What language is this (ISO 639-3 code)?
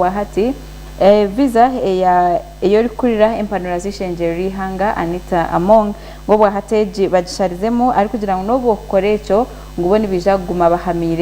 nyn